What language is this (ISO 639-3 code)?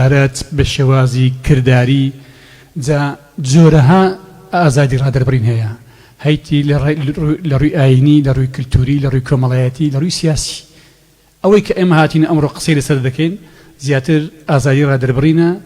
ckb